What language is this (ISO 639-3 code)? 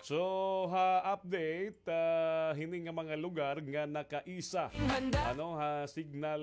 war